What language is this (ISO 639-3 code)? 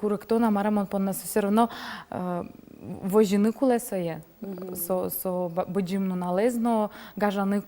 udm